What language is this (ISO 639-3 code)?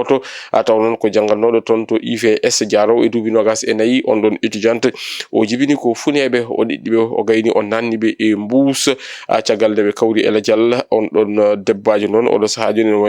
ful